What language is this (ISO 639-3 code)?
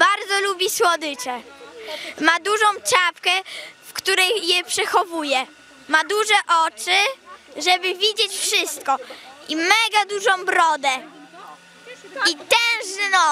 pol